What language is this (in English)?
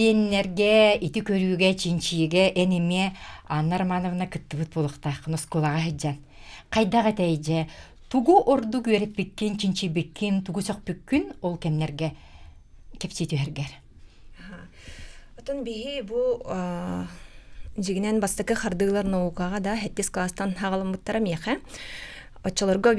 Yakut